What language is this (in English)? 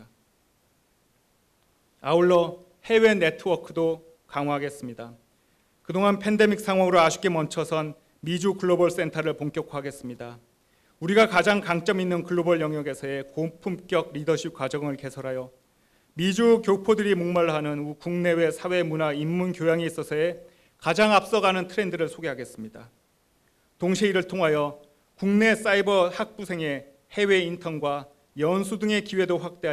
Korean